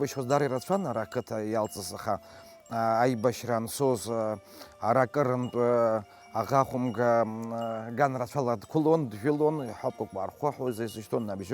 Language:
Abkhazian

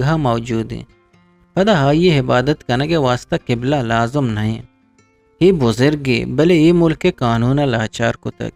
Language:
Eastern Balochi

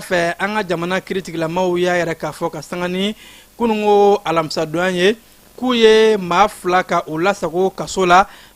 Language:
Bambara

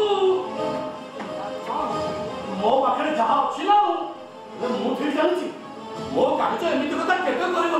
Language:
Odia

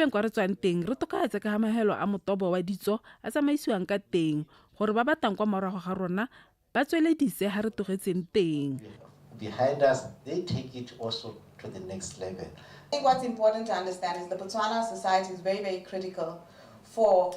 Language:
Tswana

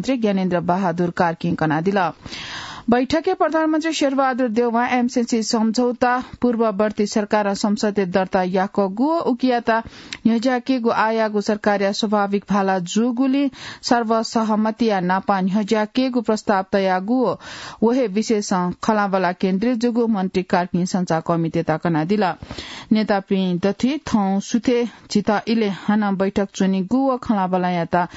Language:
Newari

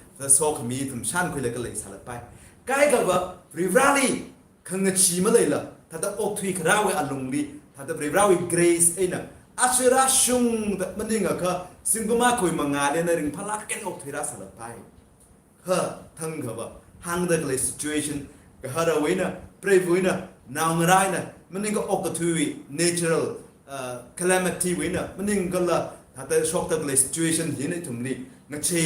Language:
Tangkhul Naga (India)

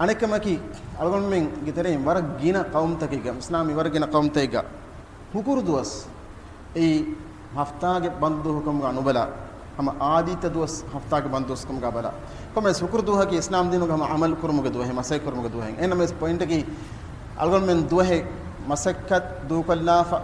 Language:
Divehi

